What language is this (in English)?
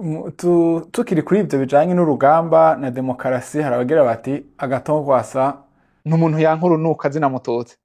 Rundi